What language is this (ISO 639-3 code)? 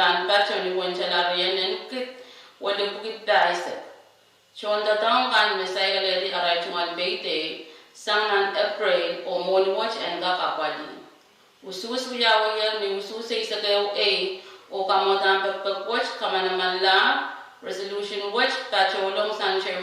pon